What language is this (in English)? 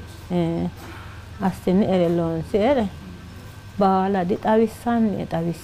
Sidamo